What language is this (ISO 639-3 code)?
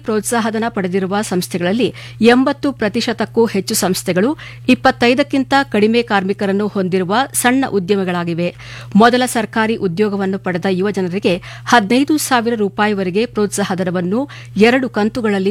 kan